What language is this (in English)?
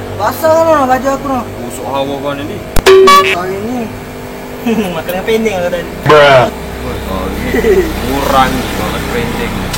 Musi